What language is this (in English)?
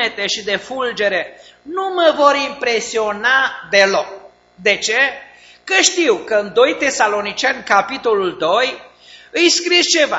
Romanian